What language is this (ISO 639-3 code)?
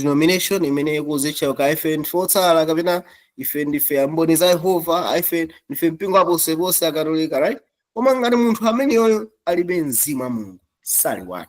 nya